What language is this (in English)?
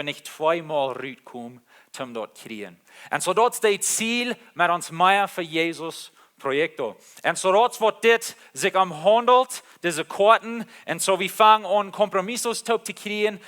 Plautdietsch